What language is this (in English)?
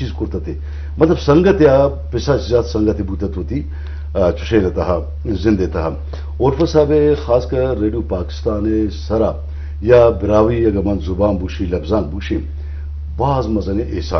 Eastern Balochi